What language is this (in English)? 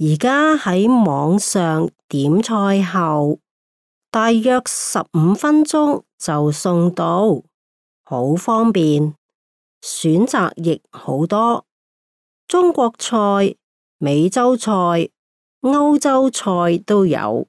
Cantonese